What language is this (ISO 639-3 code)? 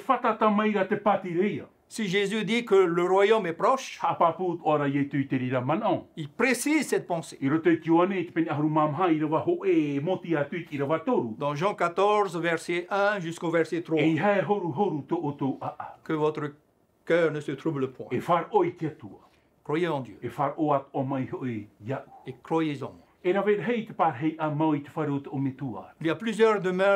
tah